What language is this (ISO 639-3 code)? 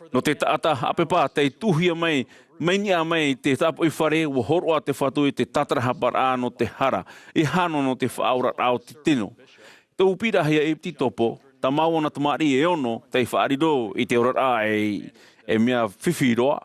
tah